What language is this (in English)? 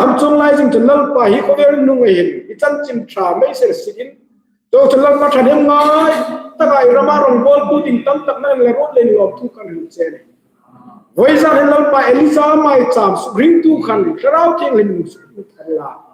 Hmar